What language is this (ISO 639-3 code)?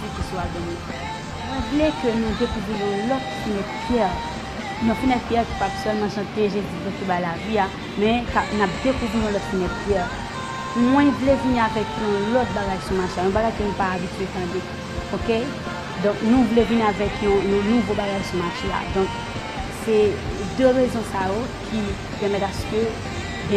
hat